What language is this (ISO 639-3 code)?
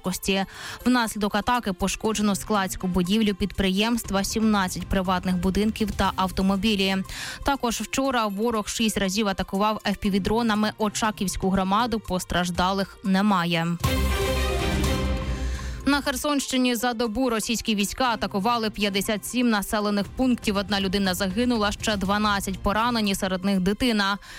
ukr